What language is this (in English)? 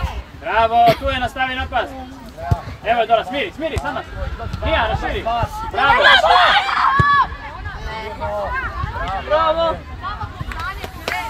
Croatian